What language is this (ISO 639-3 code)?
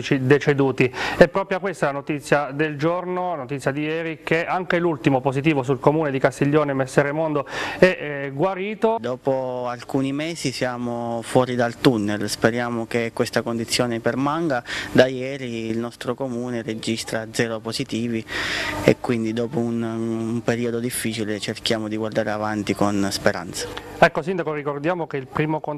ita